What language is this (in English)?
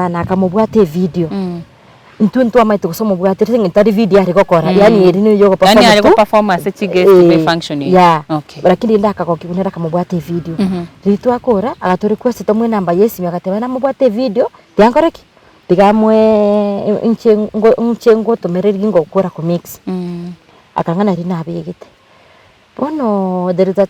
Gusii